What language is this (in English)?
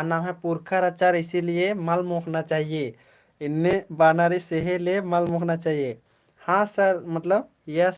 Kurukh